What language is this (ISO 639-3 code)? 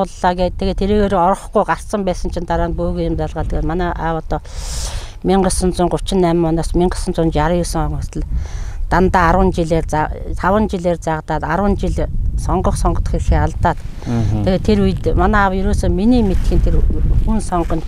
mon